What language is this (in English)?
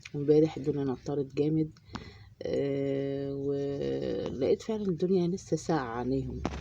Egyptian Arabic